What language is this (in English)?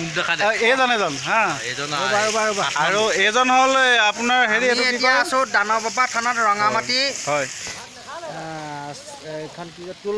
Assamese